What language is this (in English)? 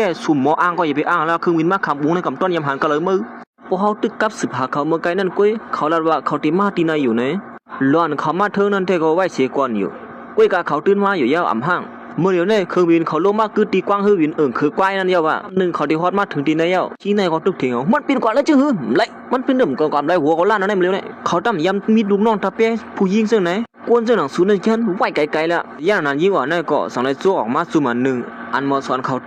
Shan